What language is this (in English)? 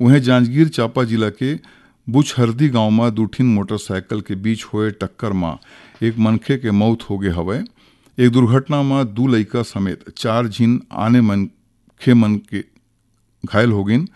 Chhattisgarhi